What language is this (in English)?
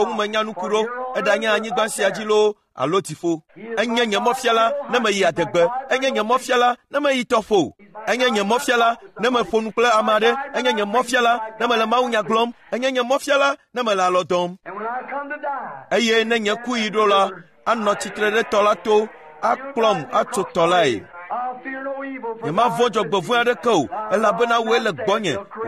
Ewe